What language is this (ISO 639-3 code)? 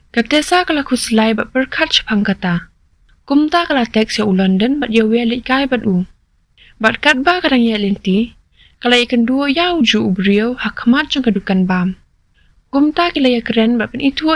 kha